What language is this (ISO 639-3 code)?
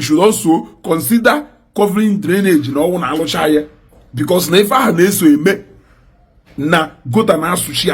ibo